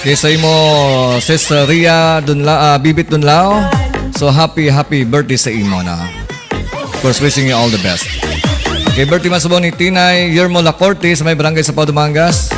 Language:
Hiligaynon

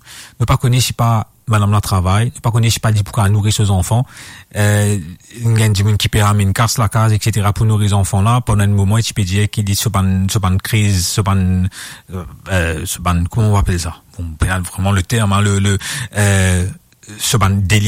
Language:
Morisyen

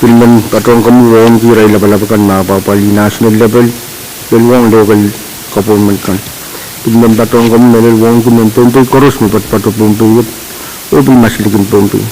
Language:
Pohnpeian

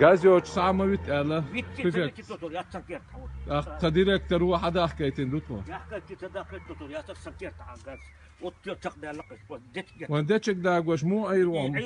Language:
Chechen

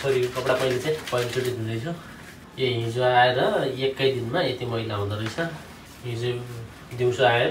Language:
Nepali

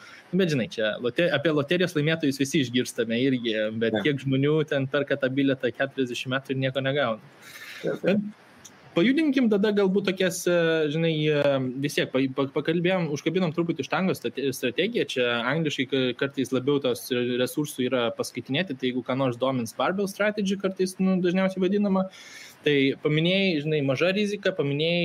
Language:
Lithuanian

